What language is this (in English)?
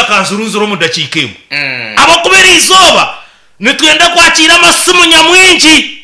Nyankole